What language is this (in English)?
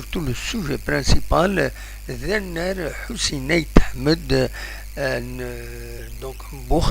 Kabyle